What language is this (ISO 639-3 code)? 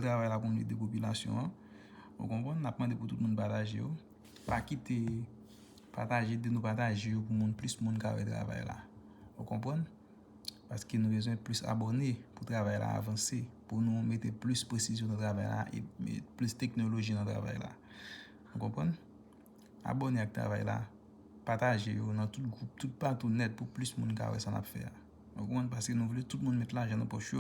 hat